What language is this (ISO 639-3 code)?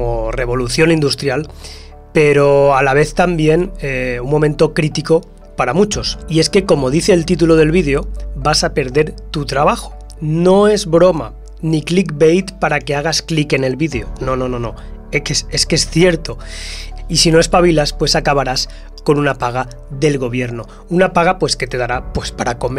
spa